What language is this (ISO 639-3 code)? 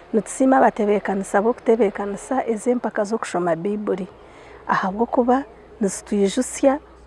nyn